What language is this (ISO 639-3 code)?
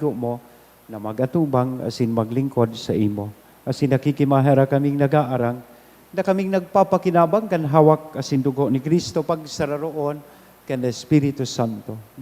bik